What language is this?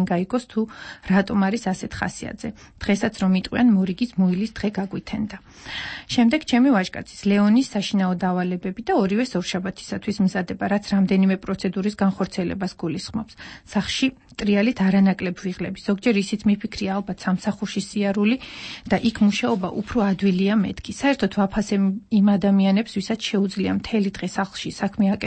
Georgian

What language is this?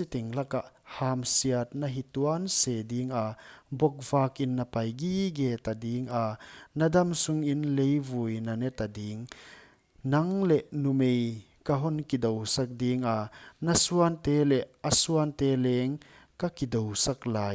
Paite Chin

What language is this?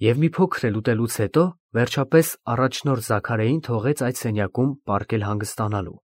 Armenian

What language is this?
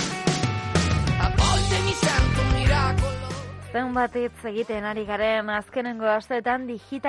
Basque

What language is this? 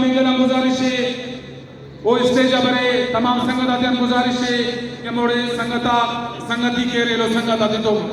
Brahui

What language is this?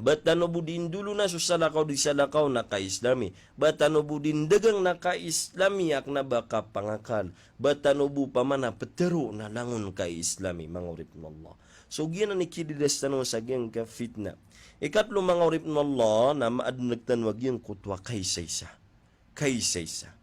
Maranao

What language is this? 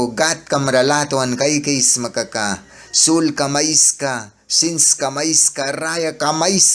Mískito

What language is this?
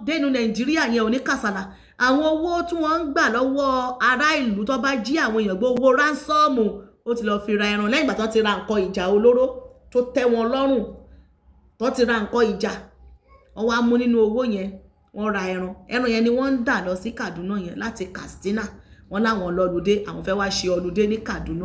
Yoruba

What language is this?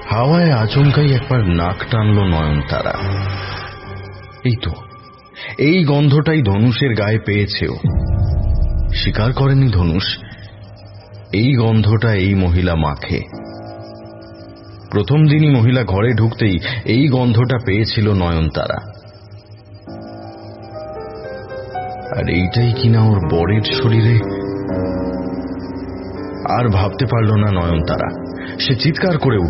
Bangla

